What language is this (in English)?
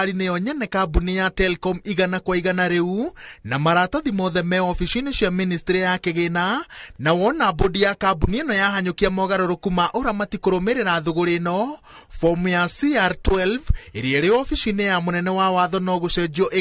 Kikuyu